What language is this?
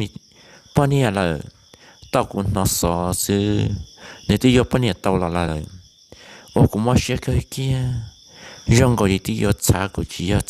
Hmong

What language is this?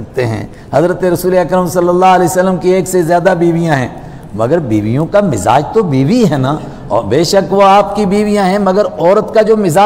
Urdu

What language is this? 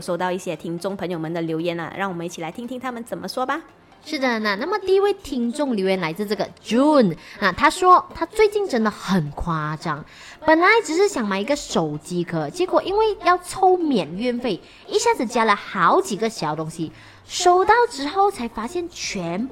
Chinese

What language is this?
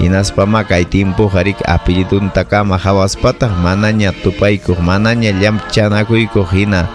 Ayacucho Quechua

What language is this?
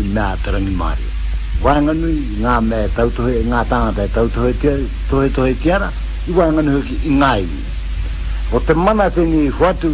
Māori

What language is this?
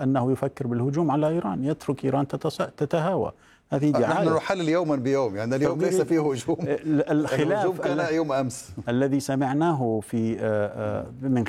Arabic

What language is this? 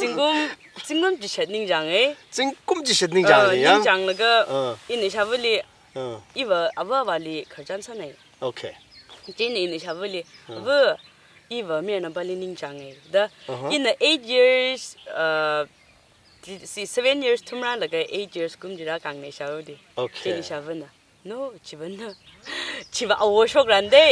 Tangkhul Naga (India)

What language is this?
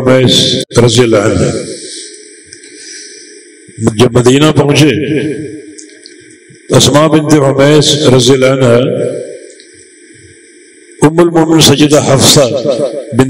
Urdu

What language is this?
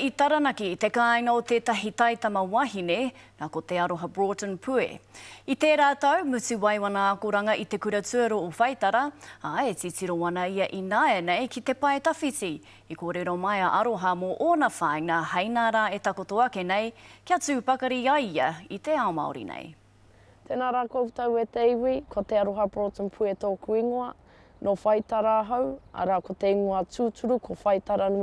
Māori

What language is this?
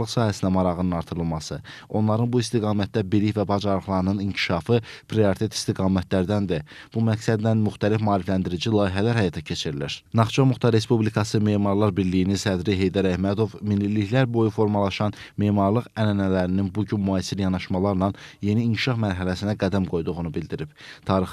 Azerbaijani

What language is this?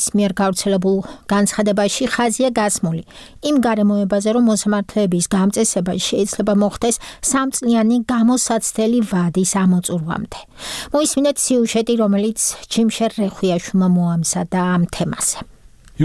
Georgian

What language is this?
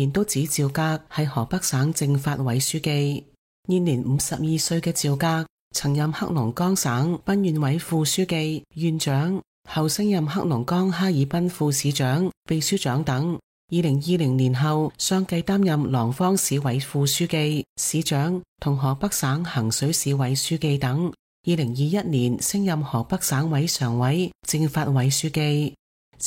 Cantonese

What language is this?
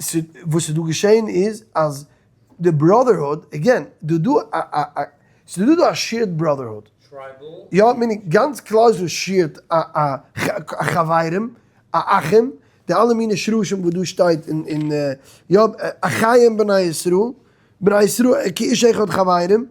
Yiddish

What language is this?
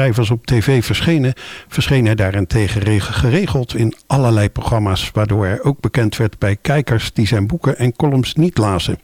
Dutch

